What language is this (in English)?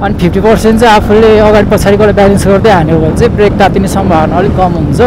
Nepali